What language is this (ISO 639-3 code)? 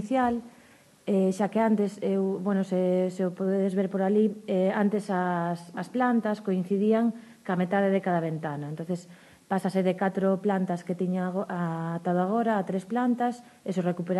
glg